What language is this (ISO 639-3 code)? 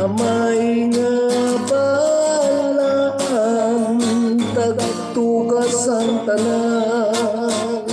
hil